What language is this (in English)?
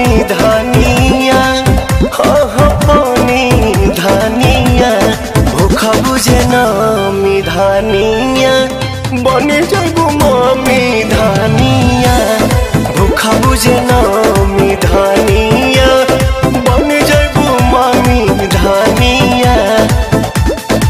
Bhojpuri